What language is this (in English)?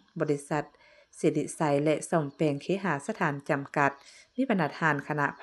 Lao